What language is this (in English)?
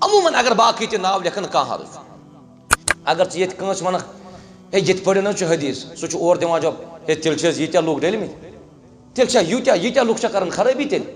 Kashmiri